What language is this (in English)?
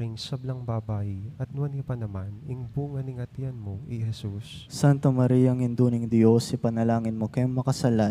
Pampanga